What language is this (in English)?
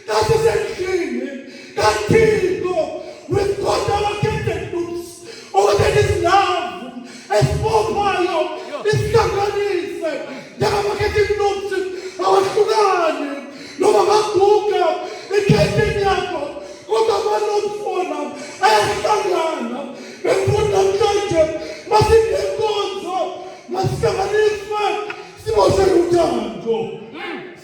Zulu